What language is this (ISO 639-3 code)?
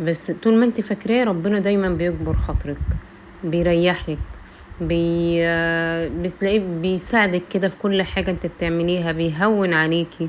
arz